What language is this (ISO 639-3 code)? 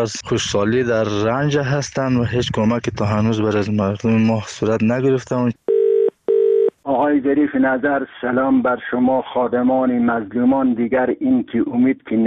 fas